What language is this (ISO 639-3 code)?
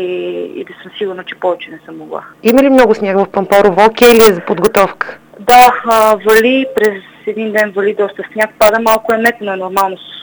bul